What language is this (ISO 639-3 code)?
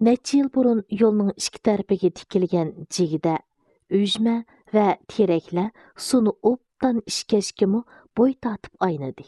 uig